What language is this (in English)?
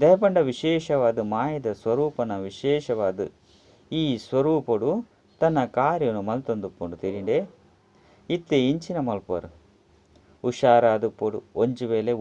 Tulu